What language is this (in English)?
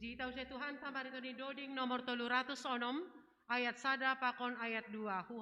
Batak Simalungun